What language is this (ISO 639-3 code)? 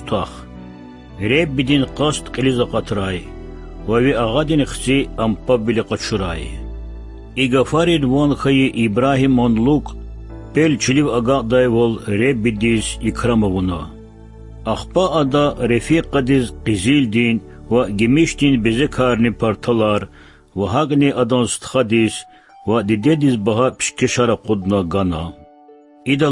lez